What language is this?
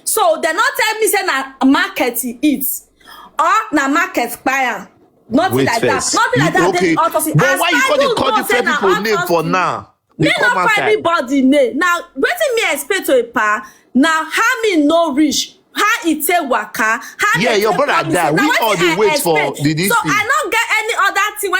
Nigerian Pidgin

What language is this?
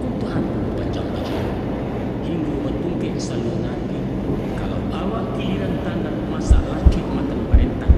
Minangkabau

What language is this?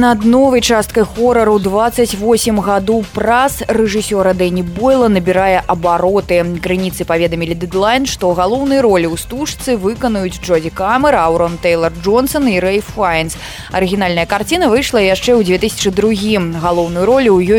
Belarusian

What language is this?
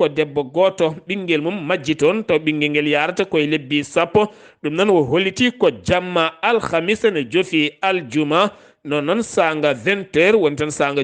Fula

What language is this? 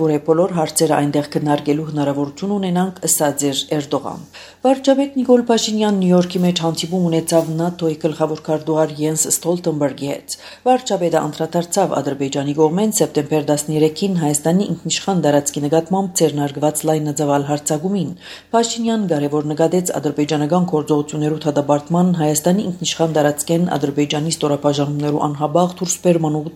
Armenian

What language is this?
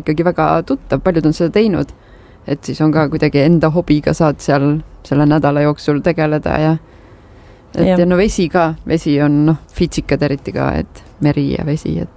Estonian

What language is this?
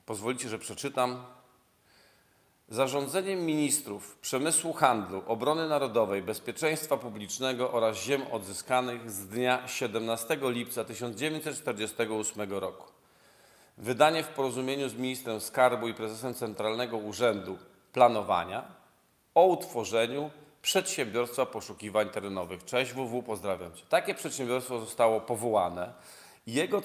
Polish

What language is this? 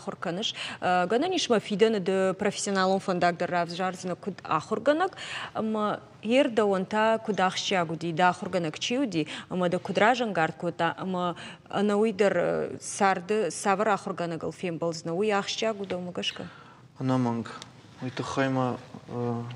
Ossetic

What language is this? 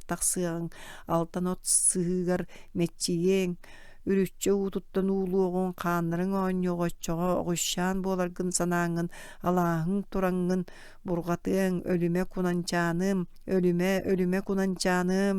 Yakut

